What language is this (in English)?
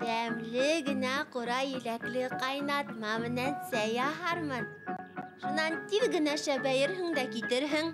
Bashkir